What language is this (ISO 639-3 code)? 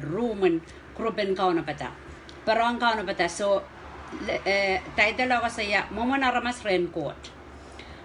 pon